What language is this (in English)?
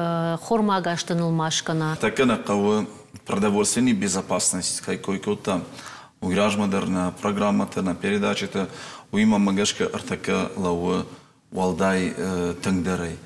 Ossetic